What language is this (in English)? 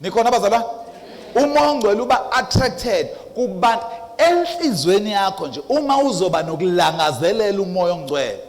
Zulu